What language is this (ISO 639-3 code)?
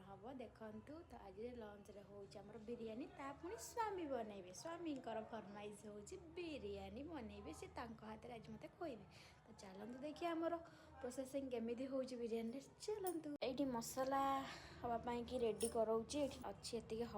ori